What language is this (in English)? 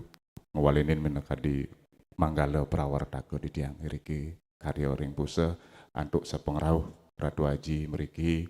Balinese